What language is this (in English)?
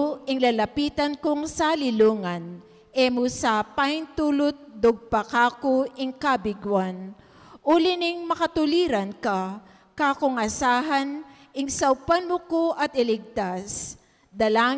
Pampanga